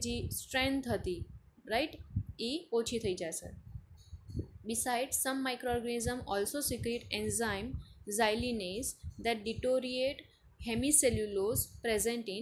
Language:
Gujarati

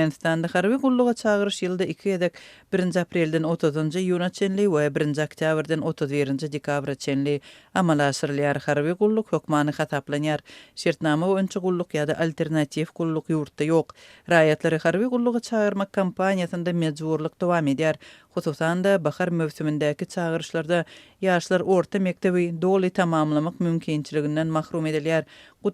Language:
Turkmen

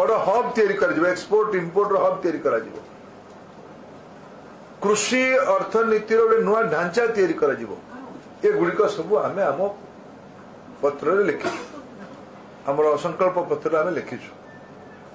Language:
Odia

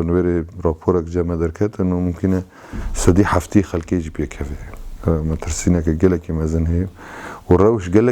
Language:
Kurdish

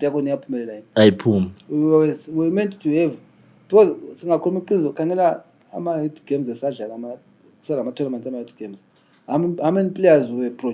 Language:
North Ndebele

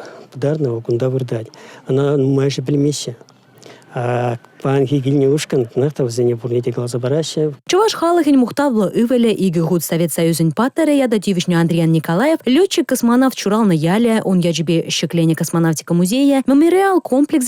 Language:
Chuvash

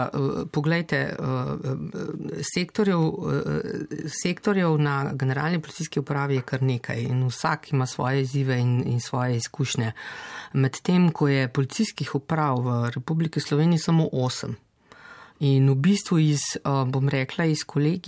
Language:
Slovenian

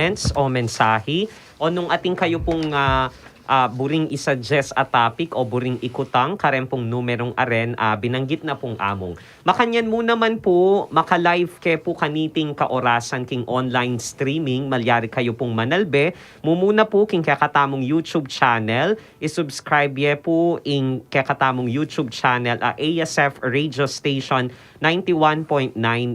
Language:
Pampanga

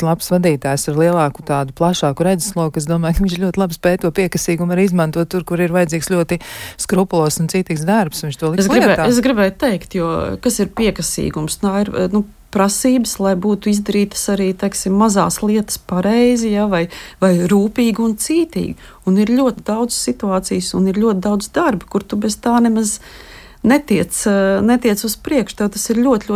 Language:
Latvian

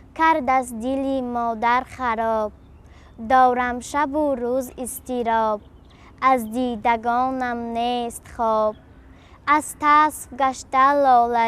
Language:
Tajik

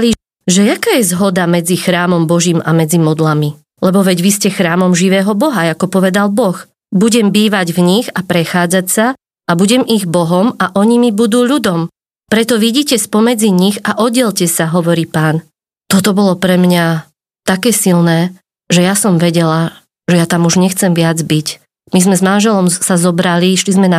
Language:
Slovak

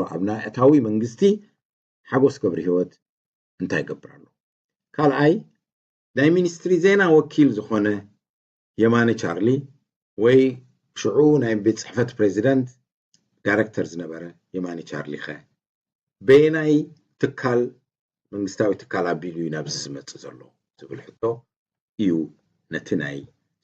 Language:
Tigrinya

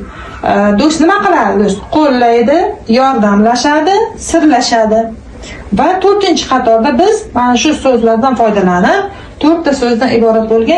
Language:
Uzbek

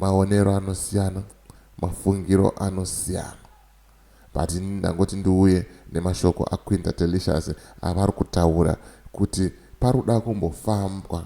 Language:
Shona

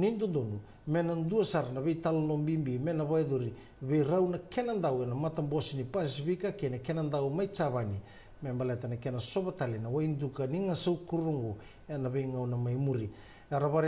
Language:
Fijian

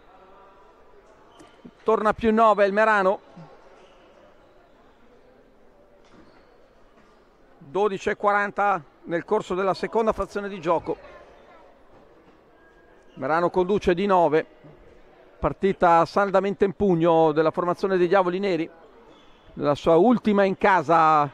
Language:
Italian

